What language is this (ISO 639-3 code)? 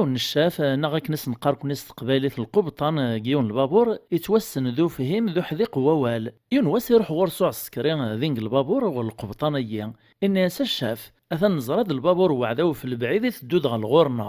kab